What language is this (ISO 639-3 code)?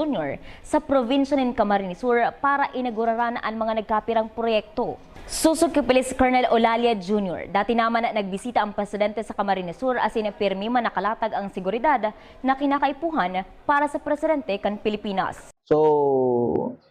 bik